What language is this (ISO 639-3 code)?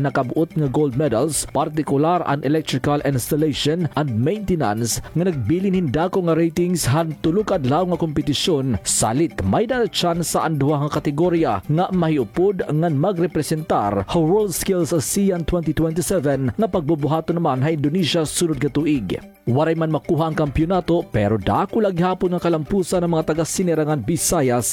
war